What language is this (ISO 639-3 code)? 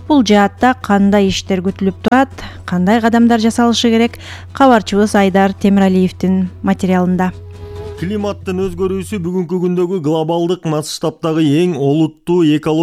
kir